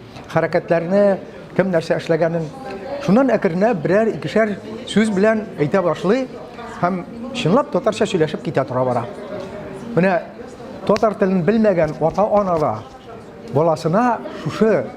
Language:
Tatar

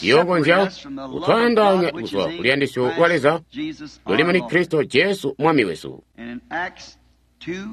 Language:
Tonga (Zambia)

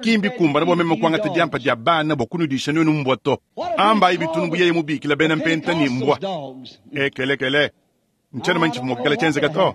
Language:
Luba-Lulua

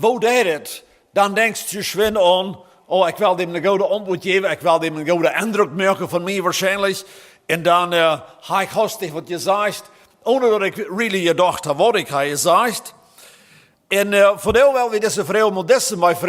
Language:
Plautdietsch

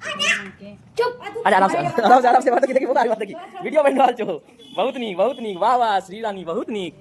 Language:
Maithili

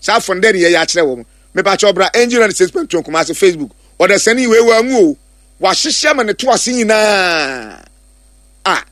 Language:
Akan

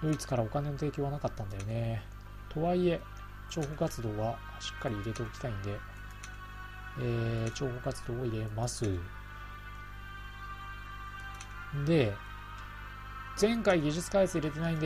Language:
Japanese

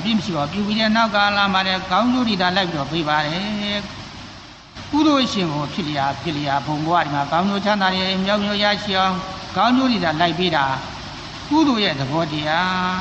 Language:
Burmese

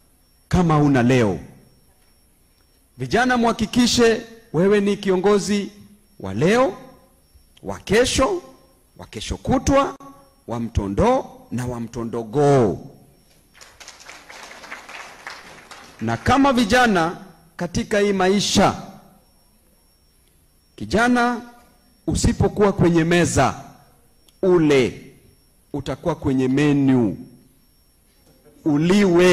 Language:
Swahili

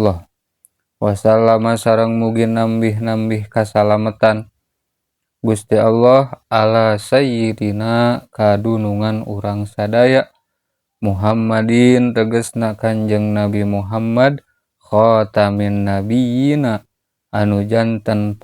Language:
Sundanese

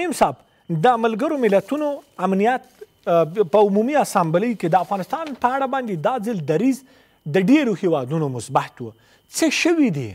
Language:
Pashto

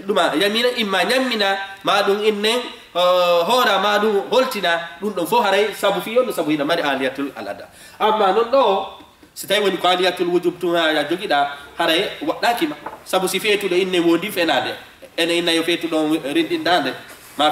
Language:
Fula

